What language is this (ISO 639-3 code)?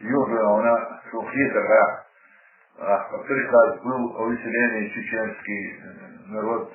che